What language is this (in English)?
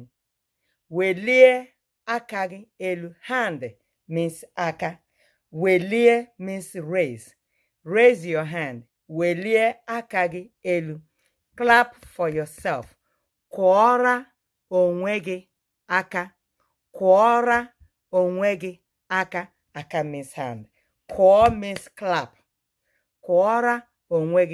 Igbo